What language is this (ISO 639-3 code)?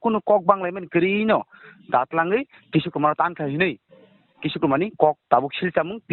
trp